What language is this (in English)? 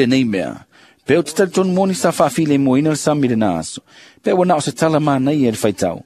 Samoan